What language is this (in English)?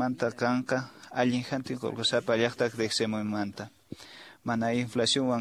Quechua